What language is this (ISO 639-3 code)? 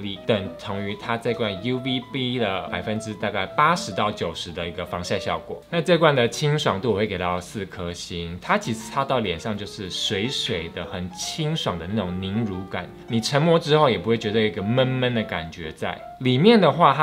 zho